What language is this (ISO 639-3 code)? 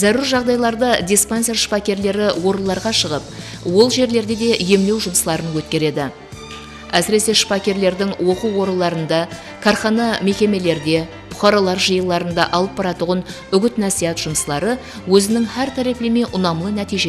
kaa